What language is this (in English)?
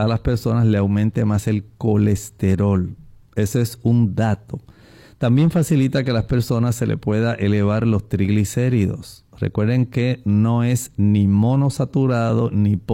Spanish